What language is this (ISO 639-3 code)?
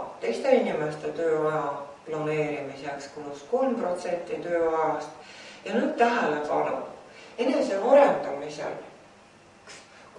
est